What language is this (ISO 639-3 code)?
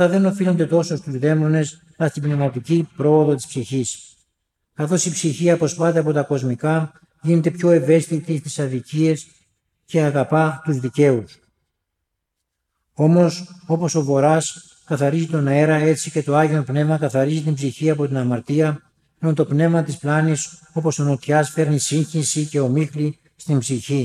ell